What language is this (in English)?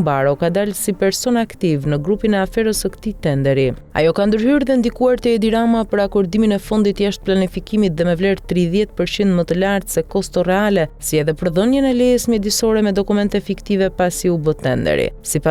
Albanian